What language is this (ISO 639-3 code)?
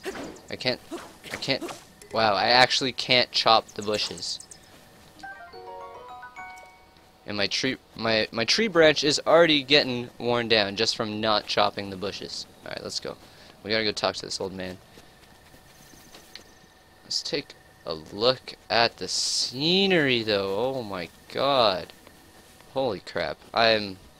eng